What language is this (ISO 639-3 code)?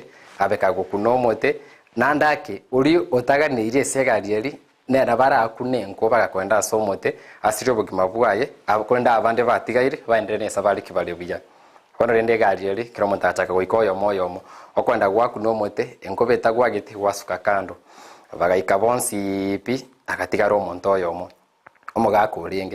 guz